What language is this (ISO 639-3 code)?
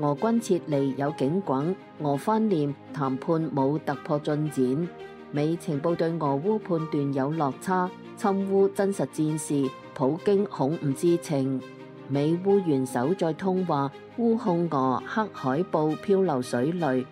yue